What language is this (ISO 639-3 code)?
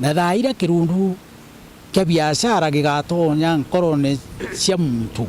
mer